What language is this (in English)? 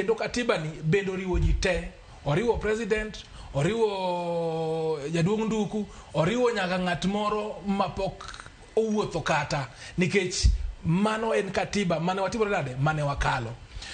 Luo (Kenya and Tanzania)